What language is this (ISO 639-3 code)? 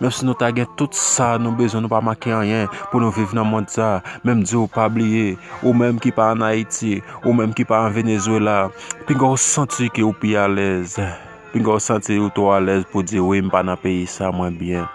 hat